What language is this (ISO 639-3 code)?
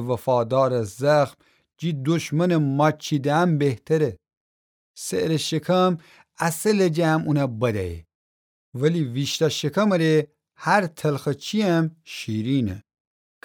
glk